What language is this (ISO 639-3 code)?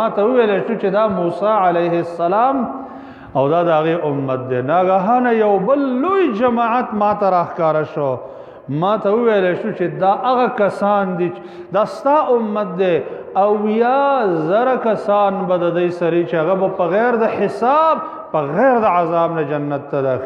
pus